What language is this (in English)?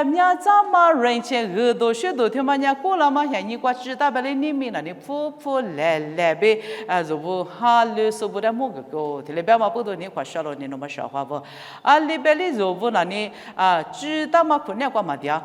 Lisu